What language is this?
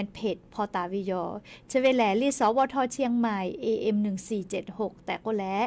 Lahu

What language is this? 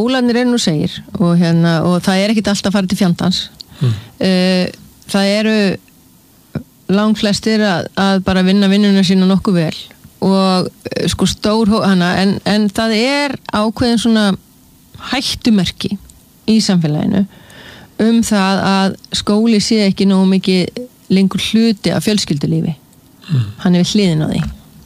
Icelandic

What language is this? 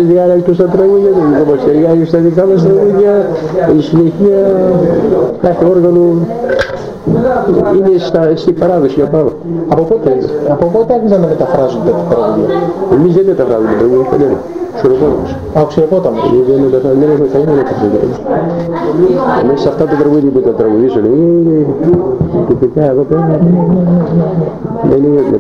Greek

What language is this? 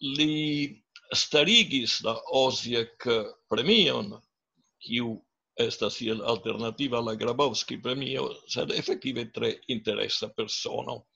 Esperanto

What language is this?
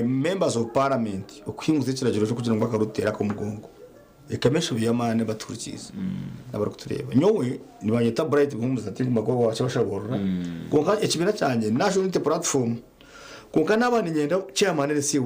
Nyankole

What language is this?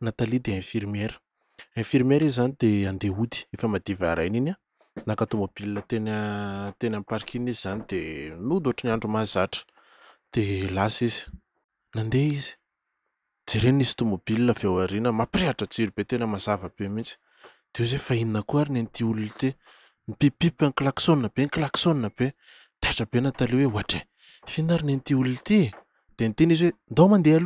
Malagasy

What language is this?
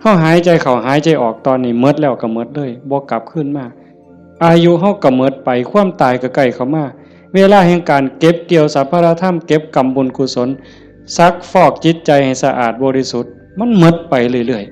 Northeastern Thai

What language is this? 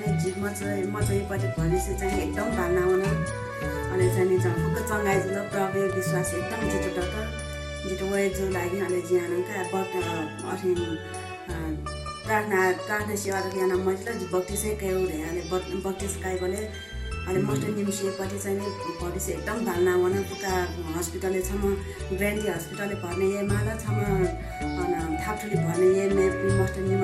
Newari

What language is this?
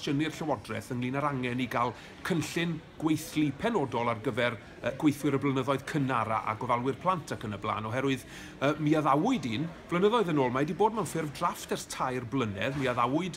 Welsh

